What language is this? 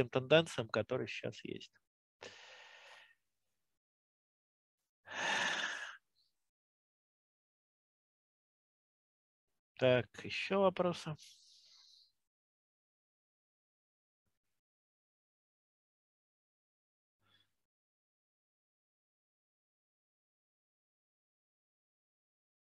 Russian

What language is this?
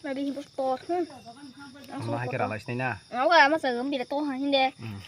Kok Borok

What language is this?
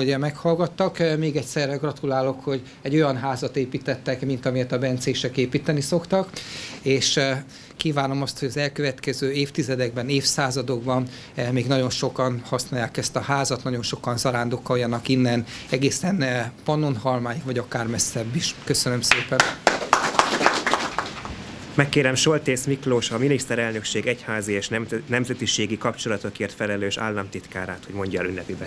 Hungarian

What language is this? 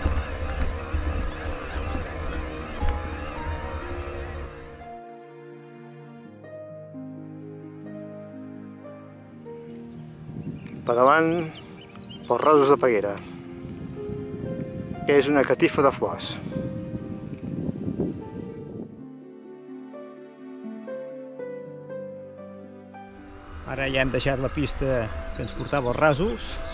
Catalan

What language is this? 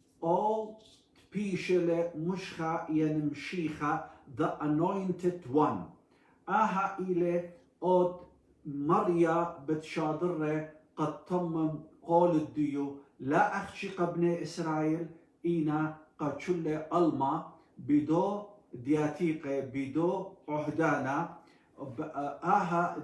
Assyrian Neo-Aramaic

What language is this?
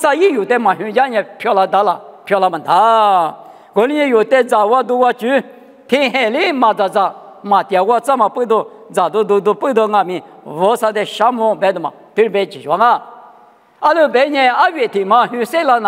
Lisu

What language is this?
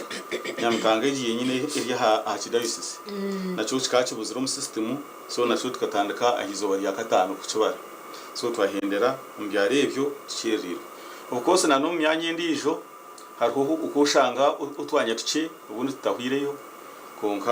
Nyankole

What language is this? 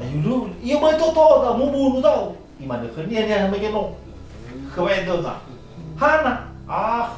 Nias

